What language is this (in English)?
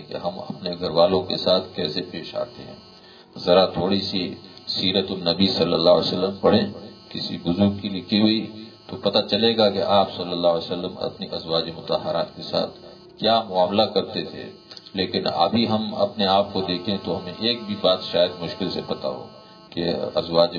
Urdu